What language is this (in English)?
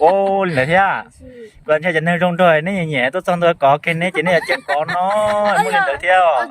Hmong